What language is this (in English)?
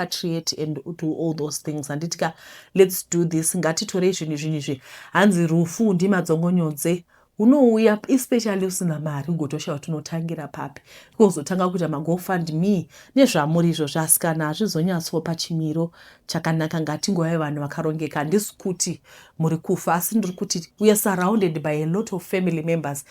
Shona